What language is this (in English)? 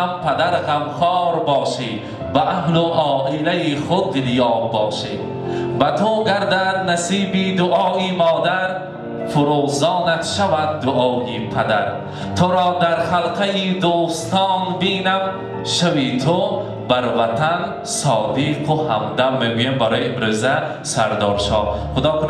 Tajik